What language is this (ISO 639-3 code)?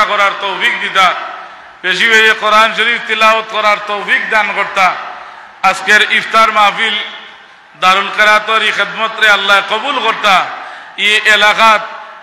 syl